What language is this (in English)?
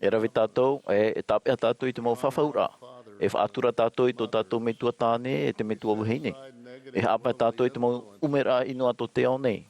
Tahitian